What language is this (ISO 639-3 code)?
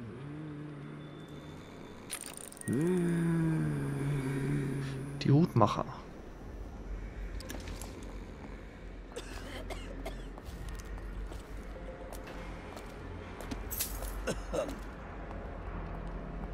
deu